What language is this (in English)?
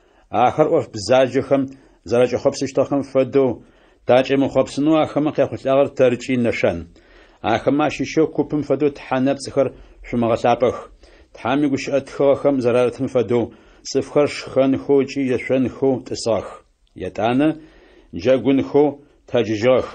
Adyghe